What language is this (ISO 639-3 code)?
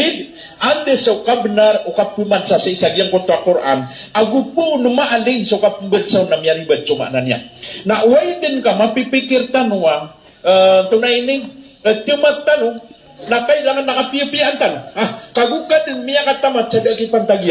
mrw